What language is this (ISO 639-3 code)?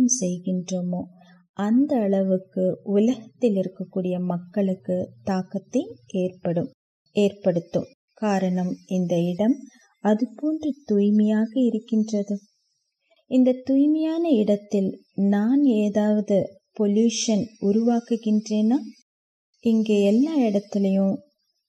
tam